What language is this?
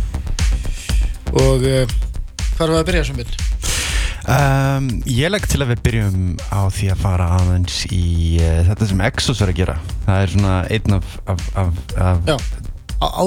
Icelandic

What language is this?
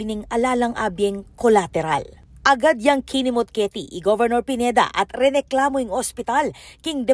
Pampanga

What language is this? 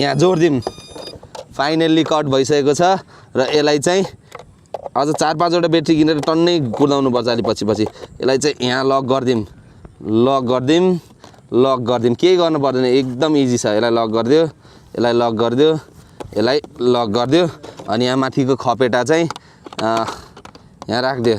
Nepali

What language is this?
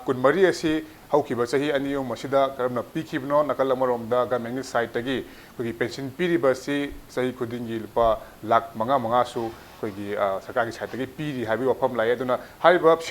Manipuri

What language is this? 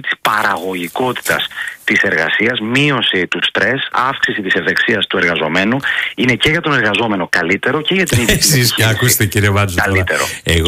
Greek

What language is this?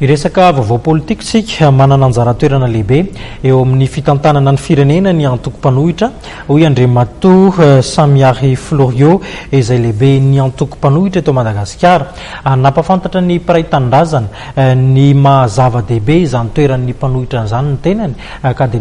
Malagasy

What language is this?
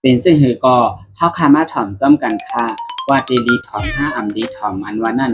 Shan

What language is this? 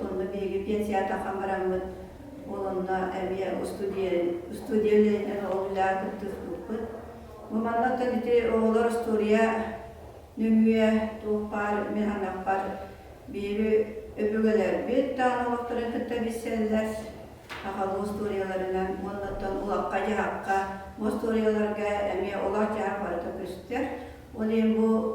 Yakut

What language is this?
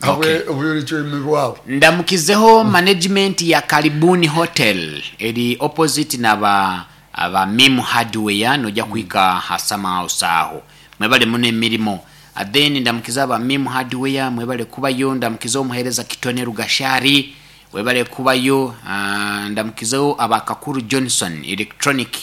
Nyoro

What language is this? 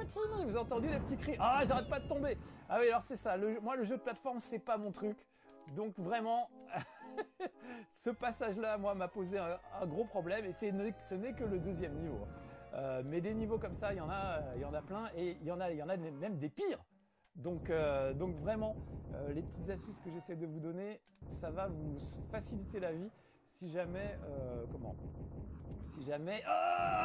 French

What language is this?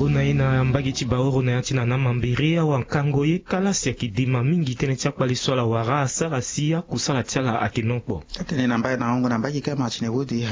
Sango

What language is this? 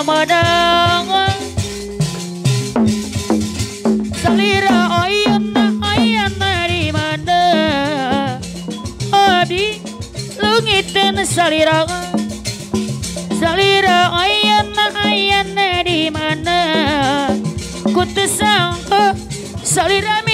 Sundanese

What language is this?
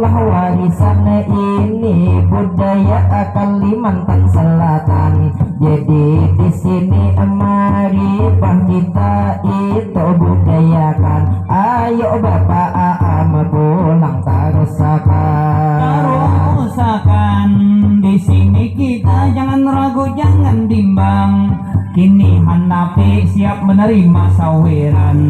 Banjar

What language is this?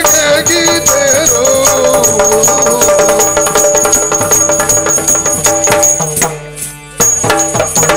Kannada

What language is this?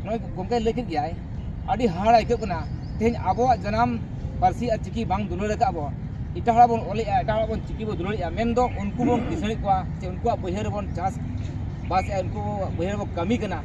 Santali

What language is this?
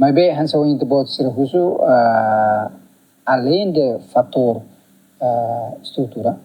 Tetum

